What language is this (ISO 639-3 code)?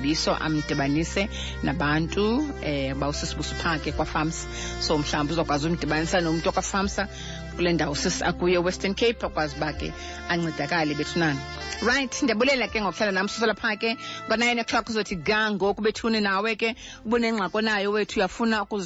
xho